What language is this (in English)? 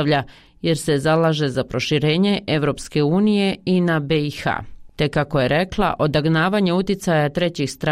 Bosnian